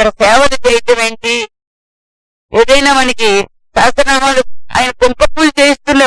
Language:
Telugu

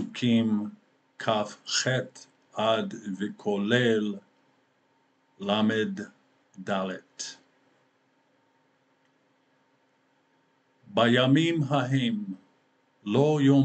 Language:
Hebrew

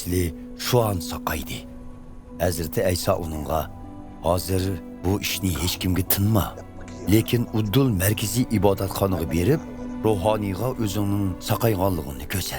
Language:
Uyghur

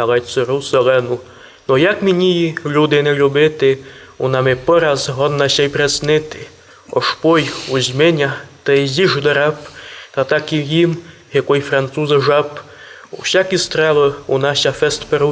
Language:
Rusyn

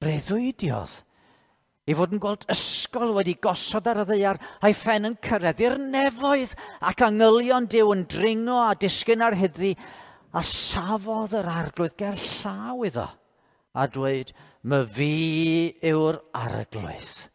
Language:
Welsh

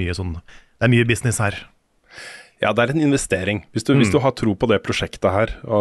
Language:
Norwegian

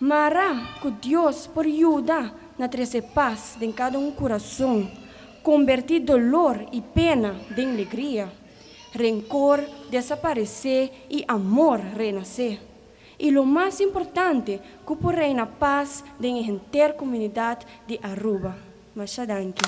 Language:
Papiamento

